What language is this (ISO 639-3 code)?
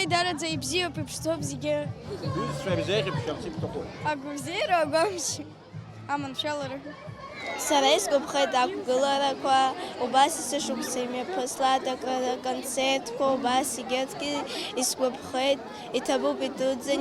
abk